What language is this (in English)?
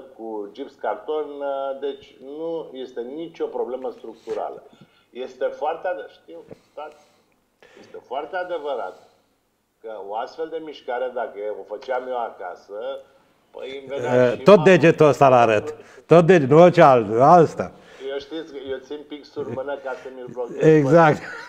Romanian